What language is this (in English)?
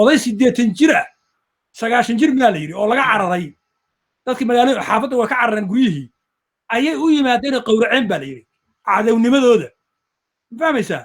Somali